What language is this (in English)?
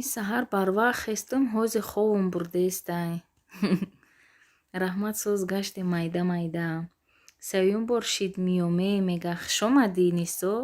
Tajik